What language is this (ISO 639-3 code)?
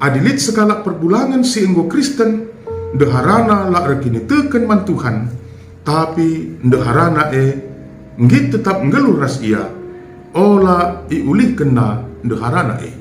btx